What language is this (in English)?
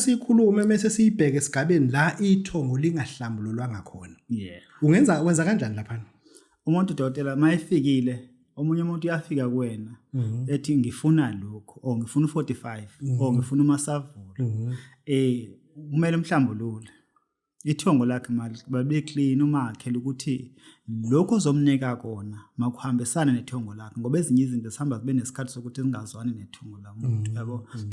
Zulu